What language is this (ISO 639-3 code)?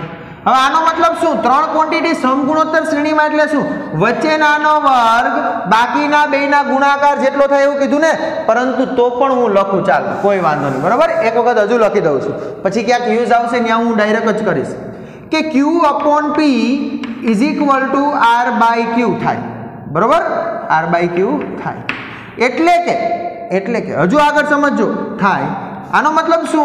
guj